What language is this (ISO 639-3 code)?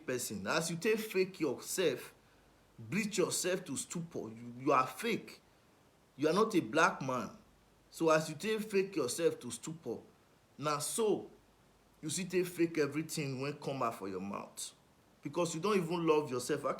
pcm